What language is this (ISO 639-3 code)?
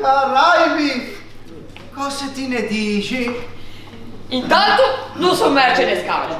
lij